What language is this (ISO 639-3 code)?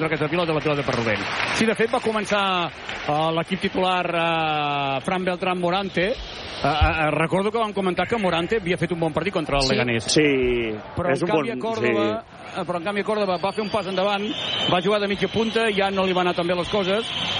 cat